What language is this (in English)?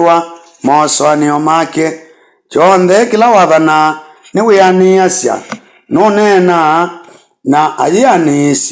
Kamba